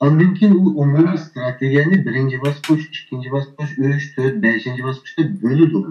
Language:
Uyghur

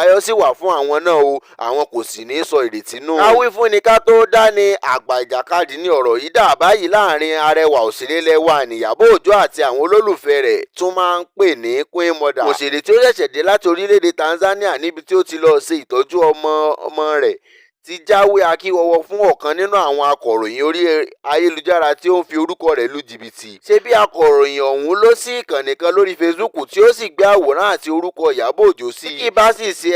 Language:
Yoruba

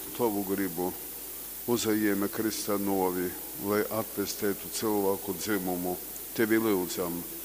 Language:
Latgalian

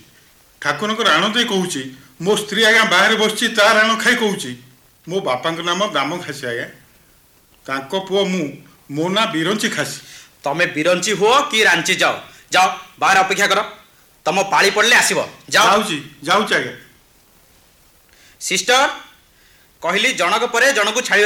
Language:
Odia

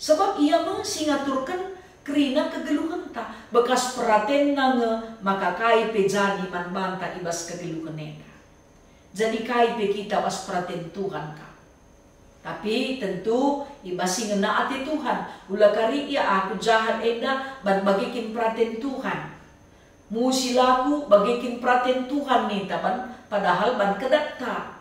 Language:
Batak Karo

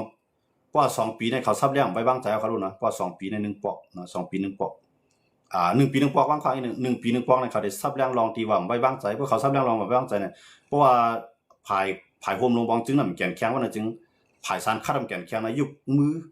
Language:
Shan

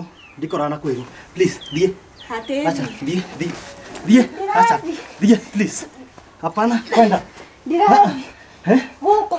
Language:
Kikuyu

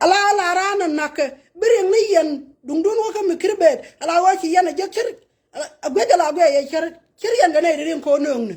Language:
Nuer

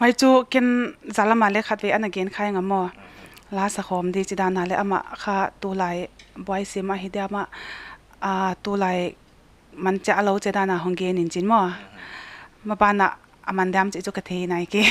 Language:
Paite Chin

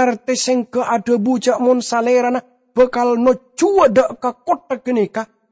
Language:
Madurese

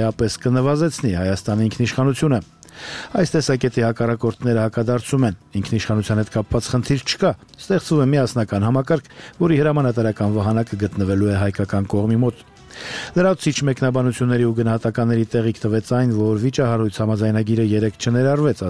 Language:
Armenian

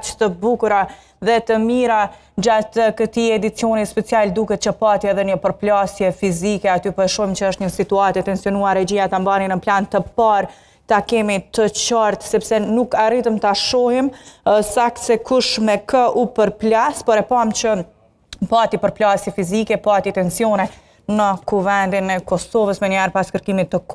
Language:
Albanian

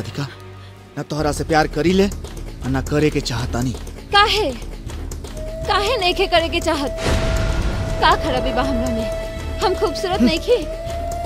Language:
Bhojpuri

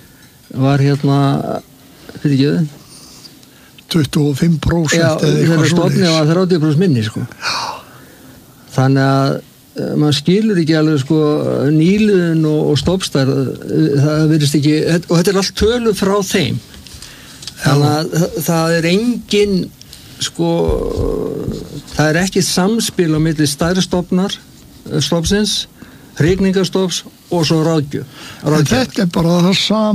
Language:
Icelandic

